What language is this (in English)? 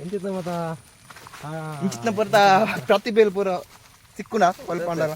Tulu